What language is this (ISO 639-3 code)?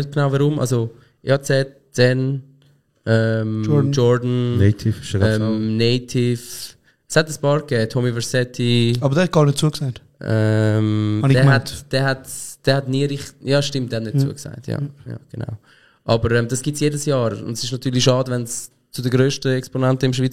gsw